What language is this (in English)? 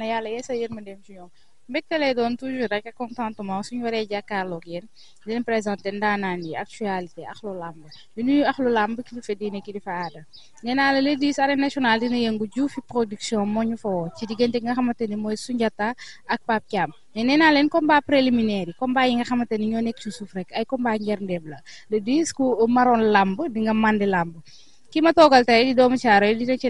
Wolof